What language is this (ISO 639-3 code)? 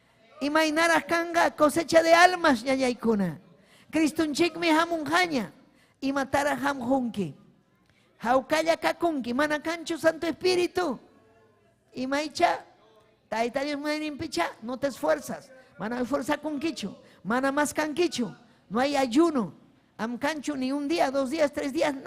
quy